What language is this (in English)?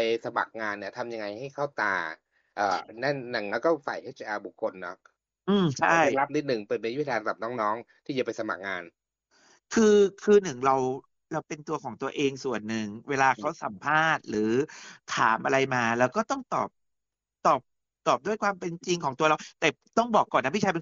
Thai